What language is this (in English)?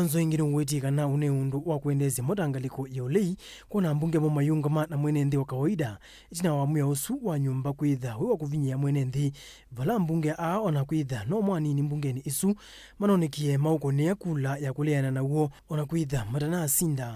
Kamba